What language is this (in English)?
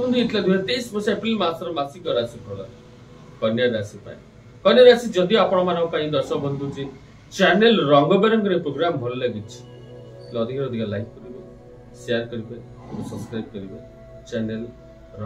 Odia